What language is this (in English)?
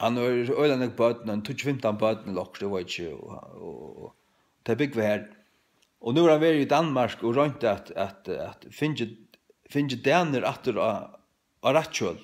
Faroese